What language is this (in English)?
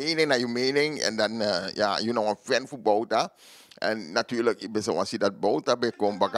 Sranan Tongo